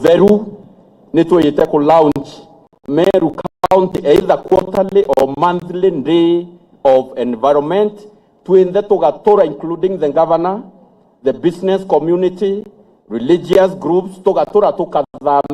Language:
Meru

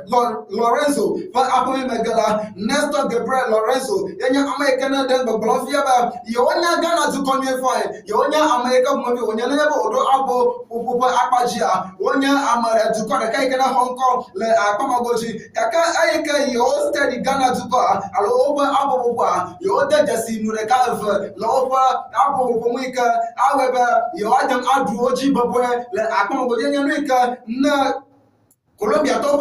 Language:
Ewe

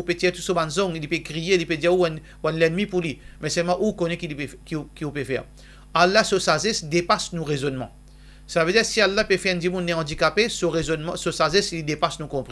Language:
Morisyen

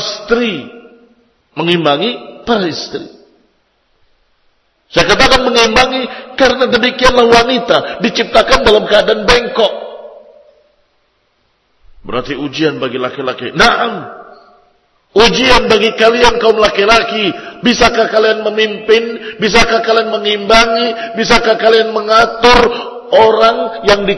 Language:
Indonesian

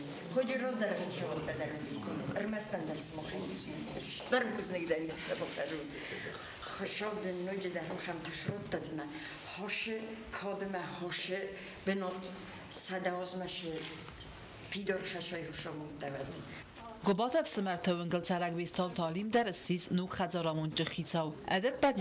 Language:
Ossetic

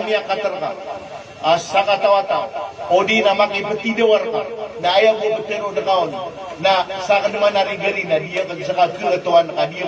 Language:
Maranao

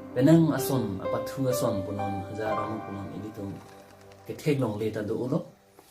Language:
Karbi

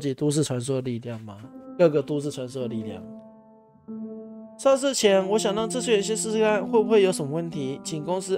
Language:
Chinese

